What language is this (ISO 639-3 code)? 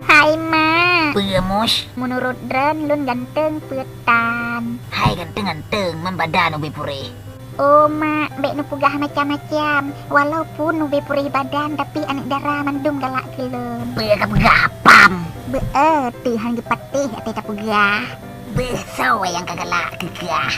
ace